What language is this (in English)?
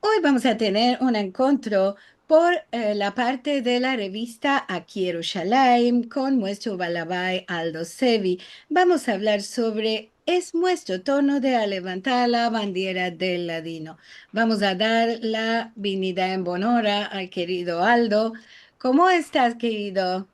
Ladino